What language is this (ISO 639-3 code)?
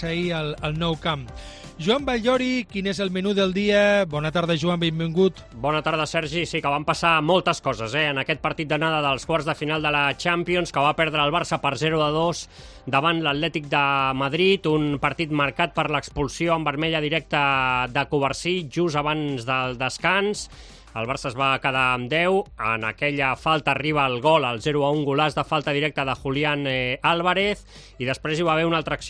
cat